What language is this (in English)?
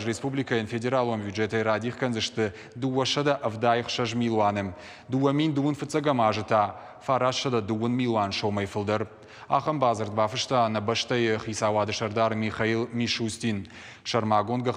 Ossetic